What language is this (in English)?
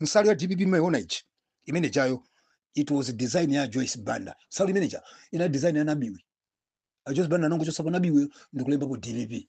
Nyanja